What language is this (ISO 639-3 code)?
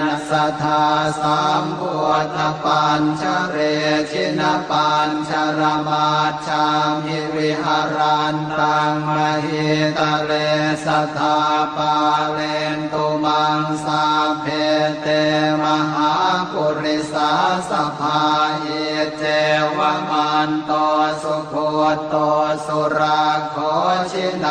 pli